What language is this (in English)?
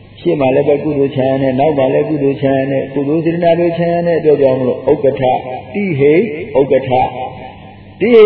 Burmese